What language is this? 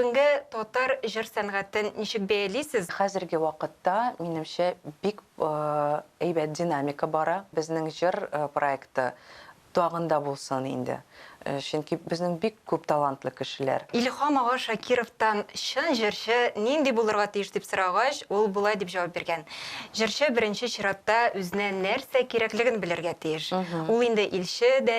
Tatar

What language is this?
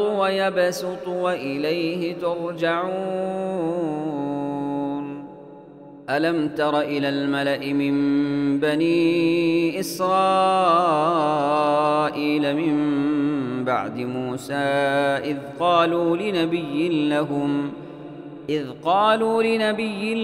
Arabic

